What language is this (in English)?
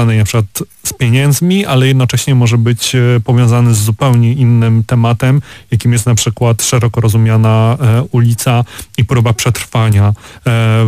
Polish